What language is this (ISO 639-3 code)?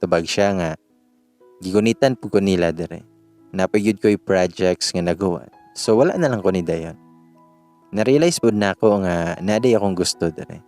ceb